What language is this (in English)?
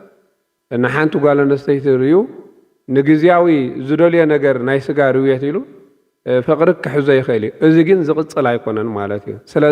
Tigrinya